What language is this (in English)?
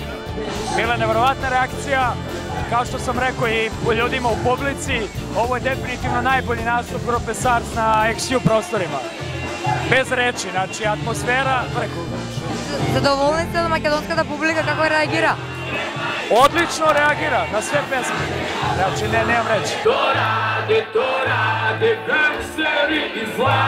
Serbian